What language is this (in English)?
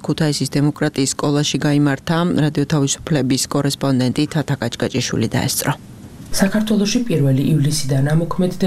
Georgian